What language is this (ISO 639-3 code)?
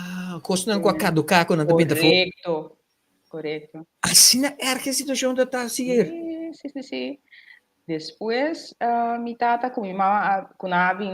pap